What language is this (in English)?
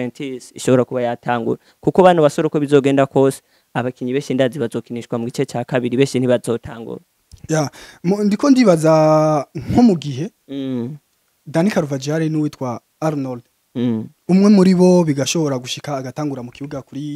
Rundi